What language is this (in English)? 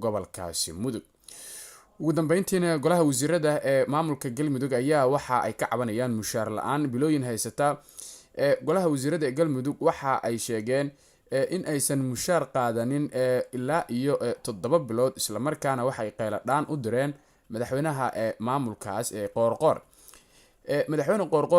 Somali